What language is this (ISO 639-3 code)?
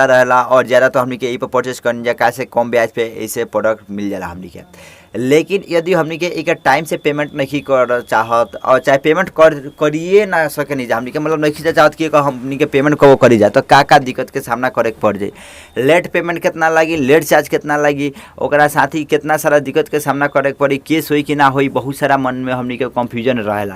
bho